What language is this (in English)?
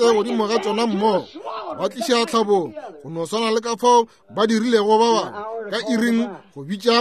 Northern Sotho